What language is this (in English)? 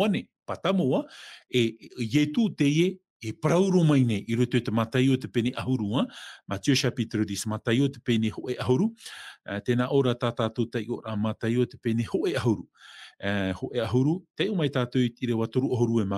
Tahitian